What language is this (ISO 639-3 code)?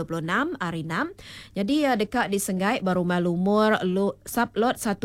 iba